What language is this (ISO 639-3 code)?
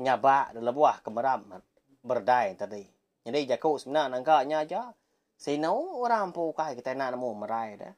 iba